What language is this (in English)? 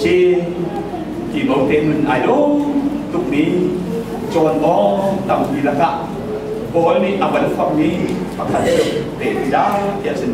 Hakha Chin